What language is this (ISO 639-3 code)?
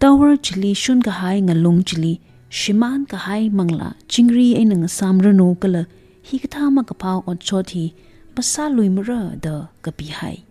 nmf